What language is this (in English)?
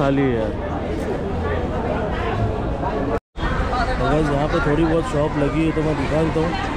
Hindi